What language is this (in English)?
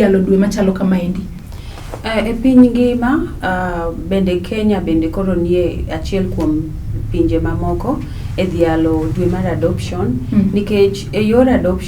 Luo (Kenya and Tanzania)